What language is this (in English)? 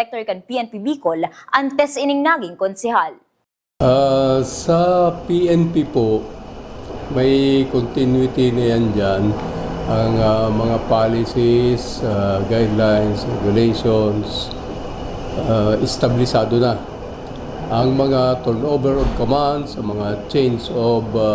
Bikol